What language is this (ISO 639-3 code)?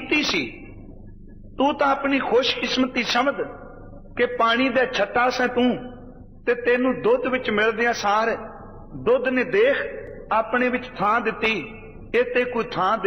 pan